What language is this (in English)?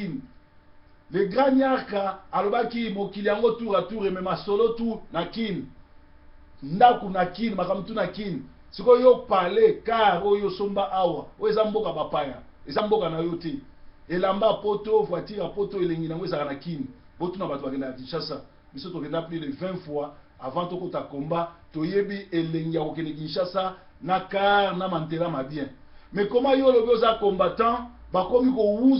Lingala